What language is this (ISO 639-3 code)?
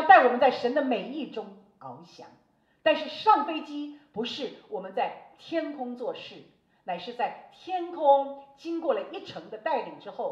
zho